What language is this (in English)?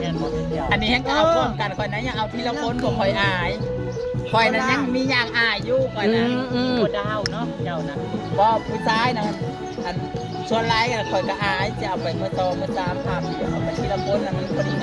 Northeastern Thai